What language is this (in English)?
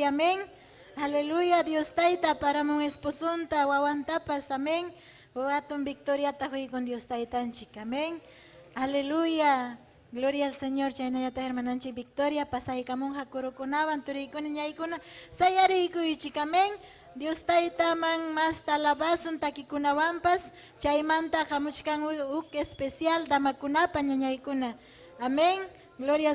Ayacucho Quechua